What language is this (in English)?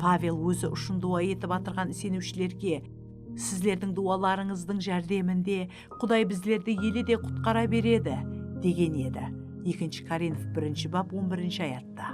Kara-Kalpak